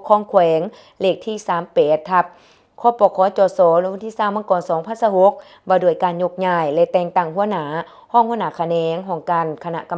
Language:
Lao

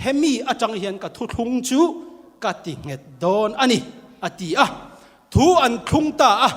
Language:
Mizo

